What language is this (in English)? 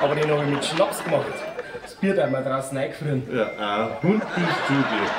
Bavarian